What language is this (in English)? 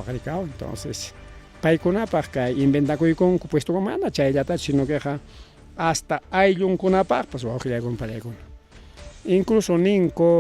Ayacucho Quechua